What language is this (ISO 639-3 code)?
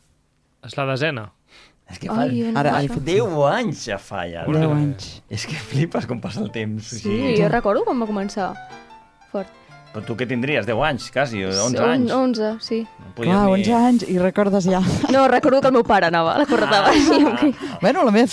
cat